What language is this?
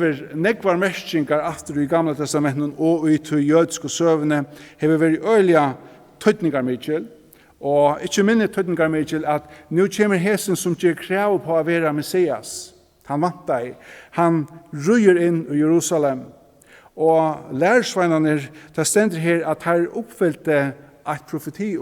Faroese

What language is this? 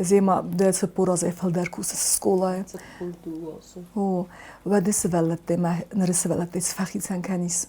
Ossetic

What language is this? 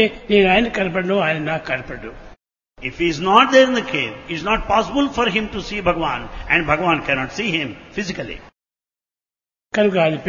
Telugu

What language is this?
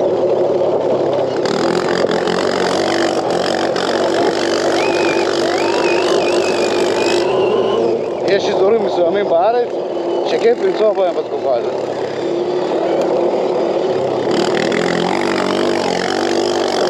Hebrew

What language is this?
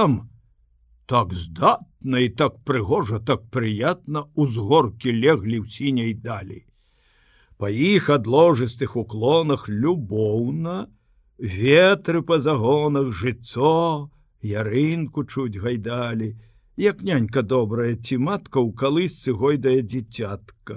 Belarusian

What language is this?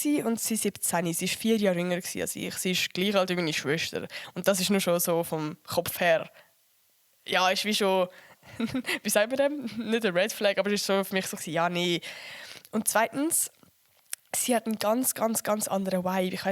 Swiss German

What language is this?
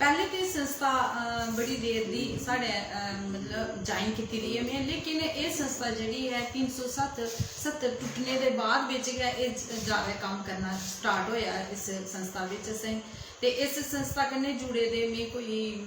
Dogri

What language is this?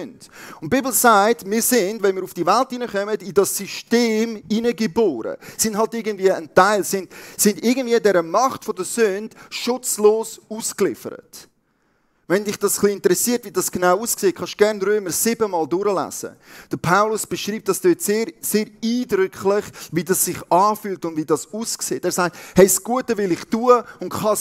Swiss German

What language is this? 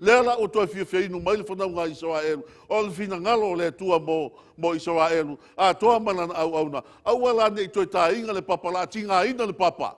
Samoan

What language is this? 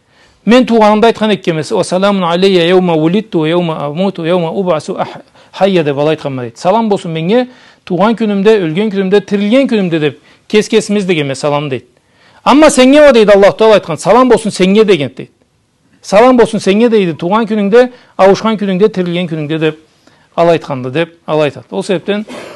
Karachay-Balkar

